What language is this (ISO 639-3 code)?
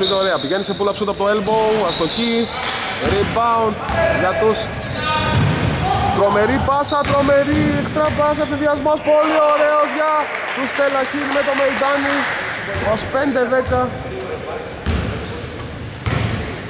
ell